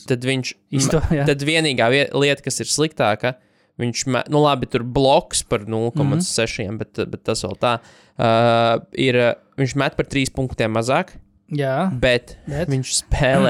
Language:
Latvian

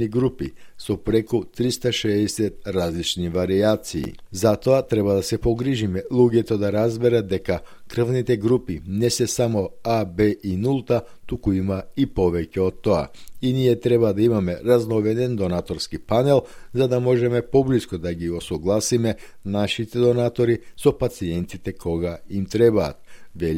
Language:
Macedonian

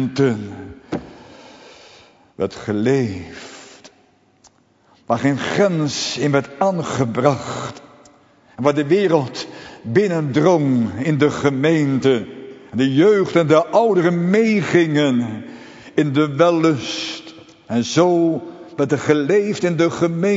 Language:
Dutch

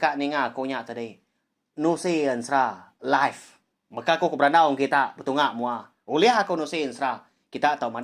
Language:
Iban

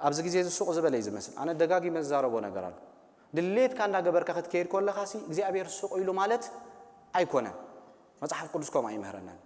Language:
Tigrinya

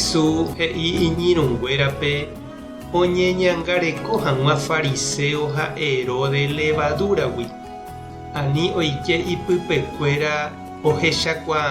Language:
Guarani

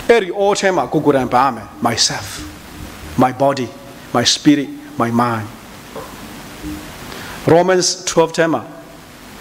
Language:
Burmese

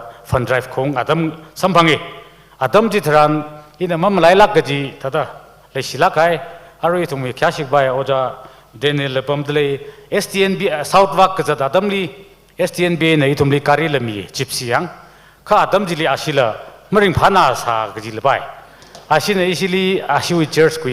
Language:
Tangkhul Naga (India)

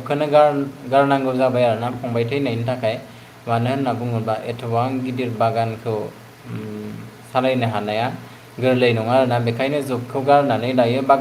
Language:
Bodo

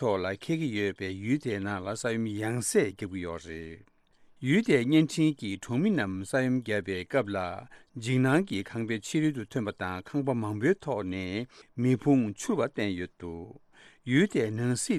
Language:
Tibetan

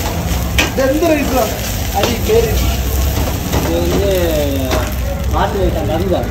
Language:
Malayalam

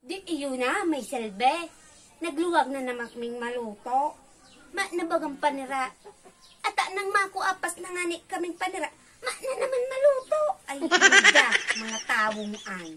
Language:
Bikol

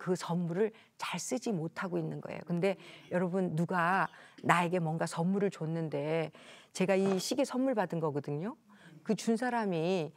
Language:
Korean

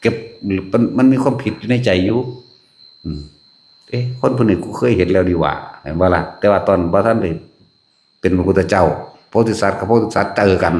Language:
Northeastern Thai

